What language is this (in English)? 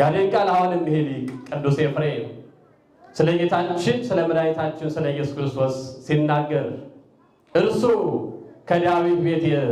Amharic